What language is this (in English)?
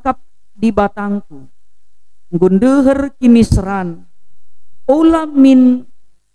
Batak Karo